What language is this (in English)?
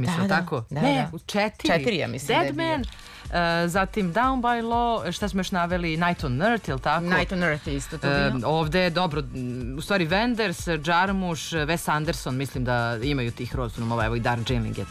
Serbian